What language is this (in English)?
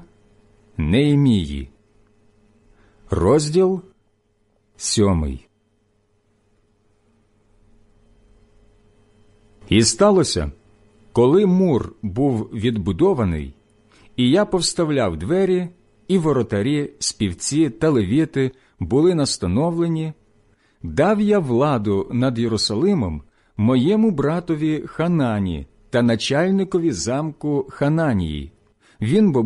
Ukrainian